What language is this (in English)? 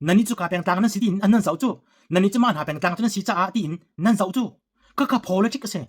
Hakha Chin